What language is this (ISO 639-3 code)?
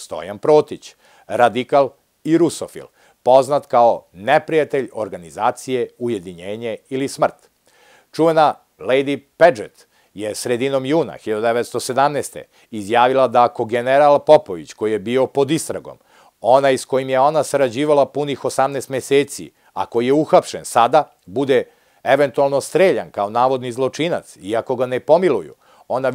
srp